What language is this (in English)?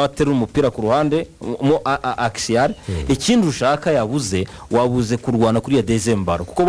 Kinyarwanda